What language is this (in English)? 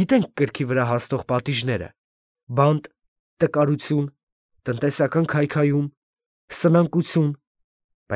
Armenian